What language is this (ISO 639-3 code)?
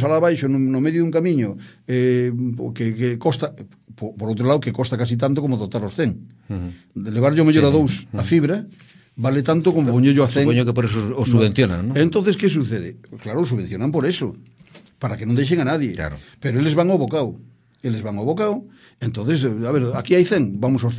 glg